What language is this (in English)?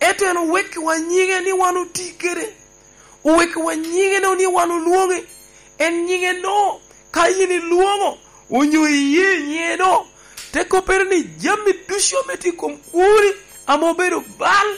Lango (Uganda)